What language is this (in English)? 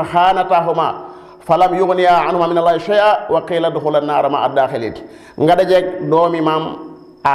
Wolof